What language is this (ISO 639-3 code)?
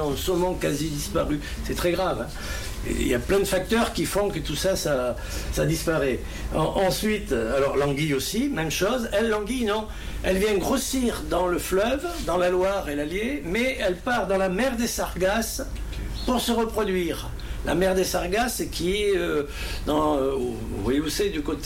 fra